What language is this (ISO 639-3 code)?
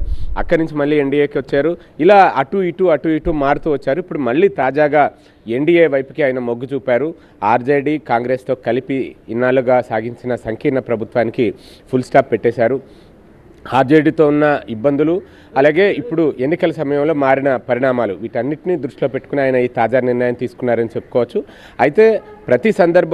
tel